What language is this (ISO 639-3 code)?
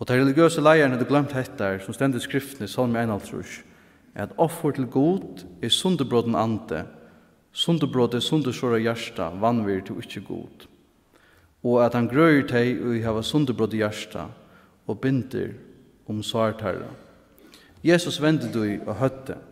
fao